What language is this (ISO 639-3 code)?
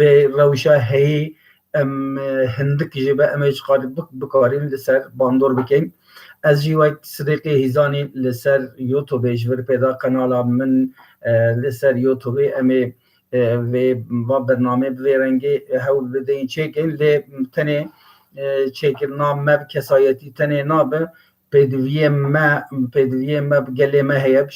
kur